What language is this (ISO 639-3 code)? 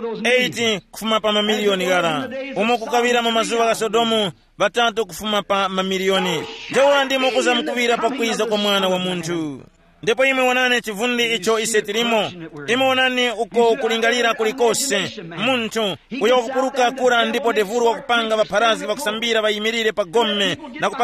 tum